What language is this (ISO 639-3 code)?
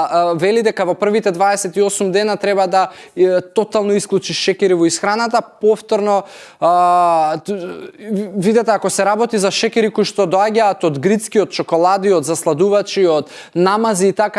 mkd